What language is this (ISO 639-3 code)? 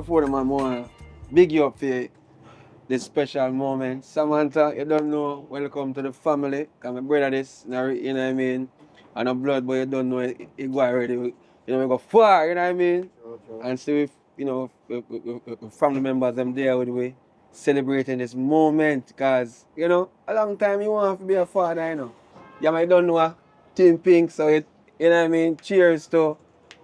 jam